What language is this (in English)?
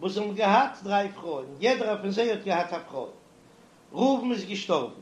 Yiddish